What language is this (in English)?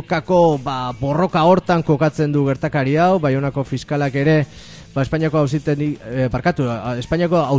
Basque